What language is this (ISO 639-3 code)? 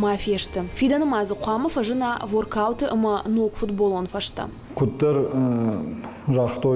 oss